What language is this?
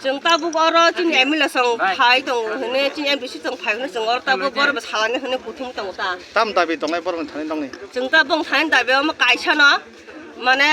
Kok Borok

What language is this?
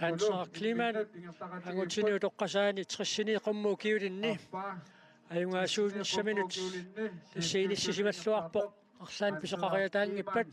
Kalaallisut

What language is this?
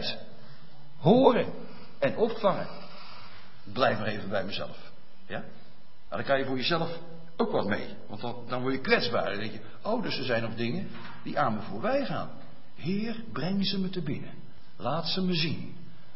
Dutch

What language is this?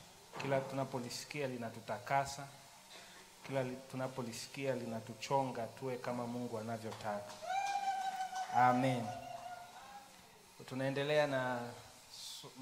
Swahili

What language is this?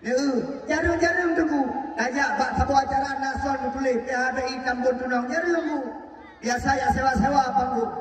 Achinese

